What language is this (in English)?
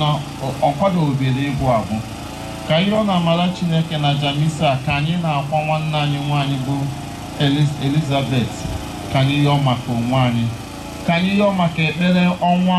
Igbo